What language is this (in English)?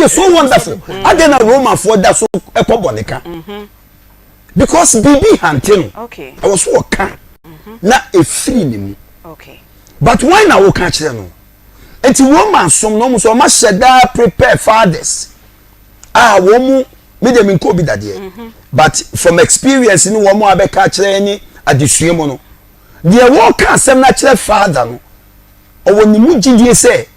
Akan